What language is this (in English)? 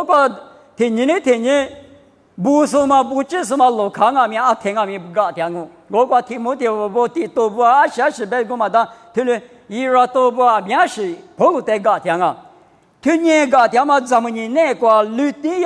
Lisu